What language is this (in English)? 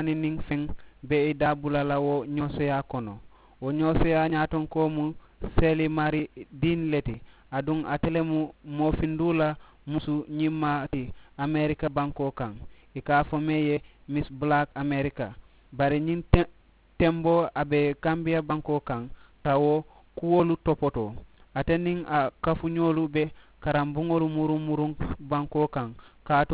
Mandingo